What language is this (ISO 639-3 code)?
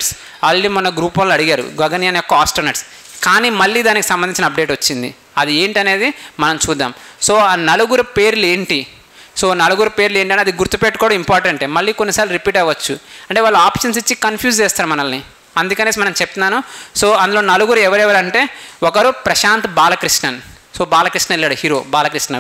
tel